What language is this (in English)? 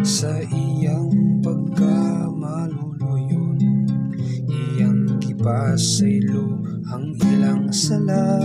Cebuano